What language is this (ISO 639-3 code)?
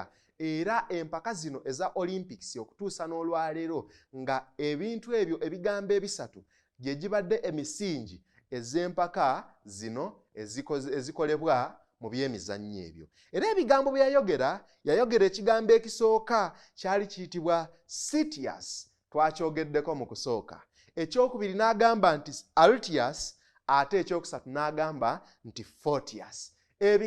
lug